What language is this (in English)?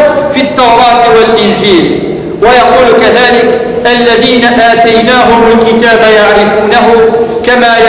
Kabyle